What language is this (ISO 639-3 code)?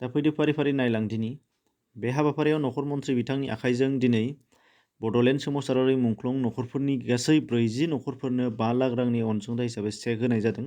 brx